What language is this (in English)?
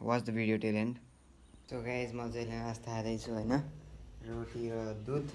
Nepali